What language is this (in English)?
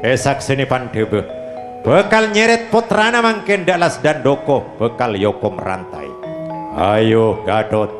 Madurese